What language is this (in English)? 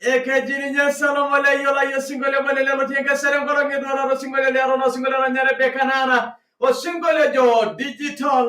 Masai